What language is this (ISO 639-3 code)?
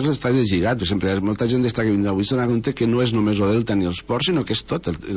cat